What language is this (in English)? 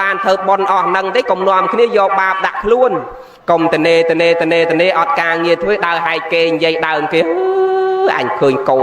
Khmer